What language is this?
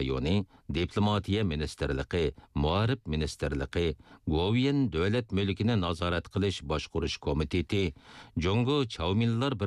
Uyghur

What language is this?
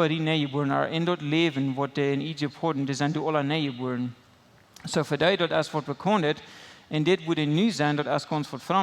Plautdietsch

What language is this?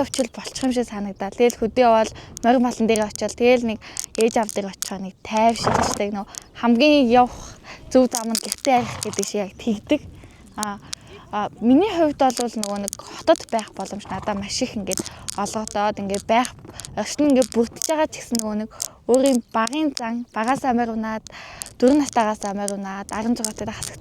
Mongolian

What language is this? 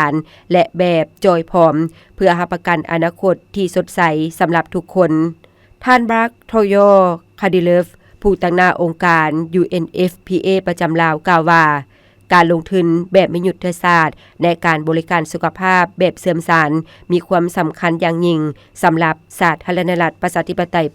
Lao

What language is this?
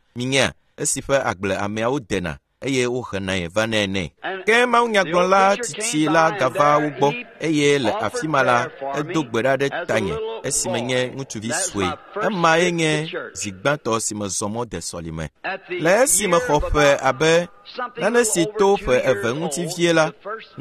Ewe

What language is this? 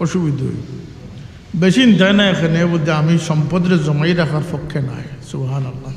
Sylheti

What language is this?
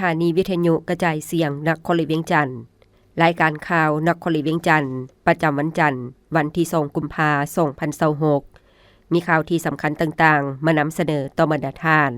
Lao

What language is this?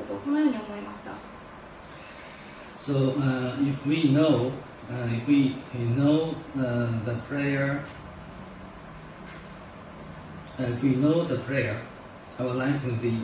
Japanese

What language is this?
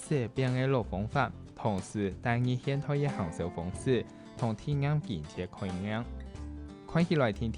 Hakka Chinese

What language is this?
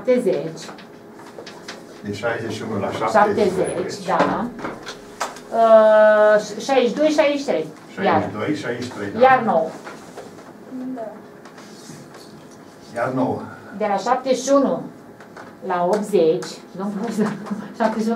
Romanian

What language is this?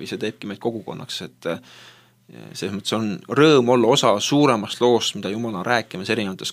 Estonian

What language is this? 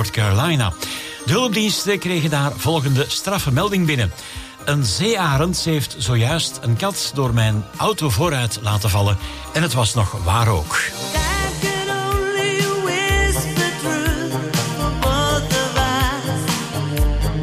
Dutch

